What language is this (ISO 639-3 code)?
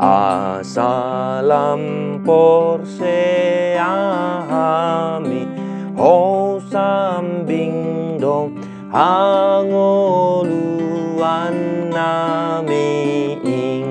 bbc